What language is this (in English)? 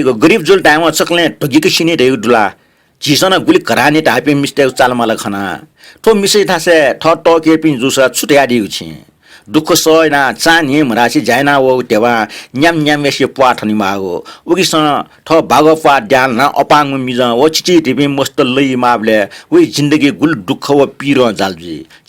Newari